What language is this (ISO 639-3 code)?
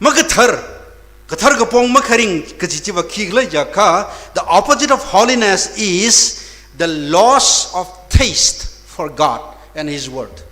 nmf